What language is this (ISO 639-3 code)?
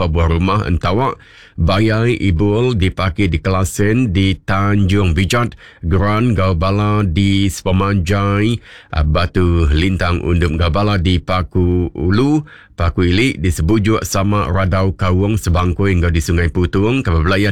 iba